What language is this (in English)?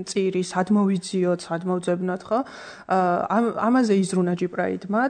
Georgian